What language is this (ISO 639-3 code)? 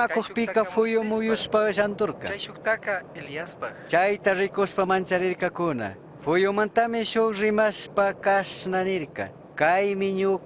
qug